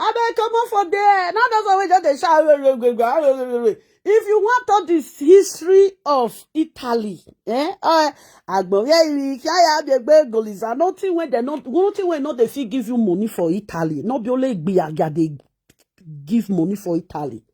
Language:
Nigerian Pidgin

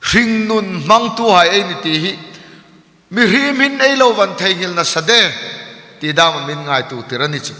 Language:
Hmar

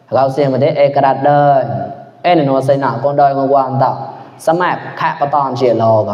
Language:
Mon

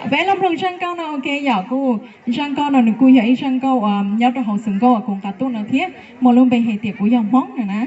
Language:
Hmong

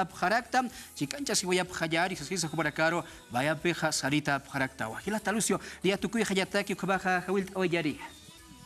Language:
Aymara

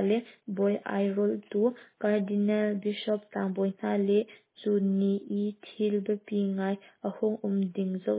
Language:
Hakha Chin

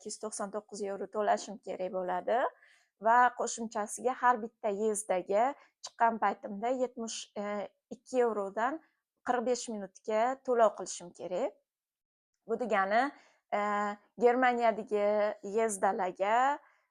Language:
Uzbek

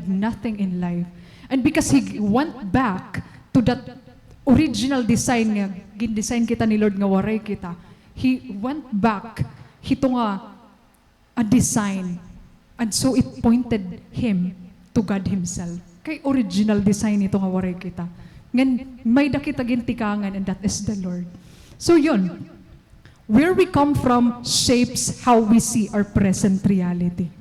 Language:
Waray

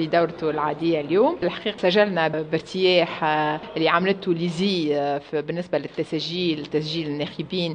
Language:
Tunisian Arabic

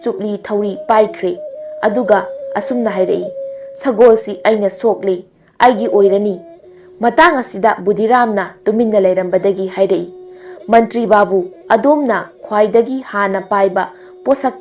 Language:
Manipuri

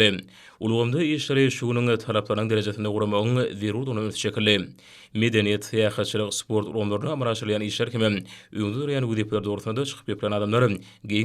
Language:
Turkmen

